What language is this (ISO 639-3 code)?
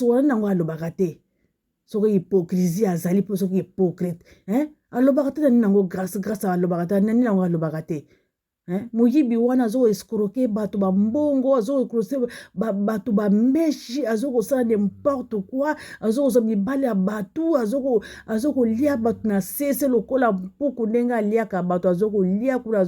lin